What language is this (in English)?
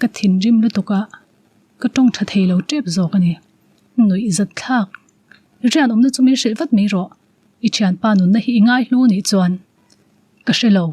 Mizo